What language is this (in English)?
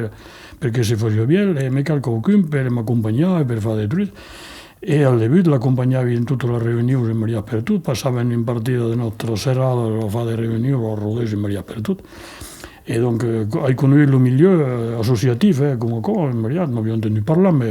Occitan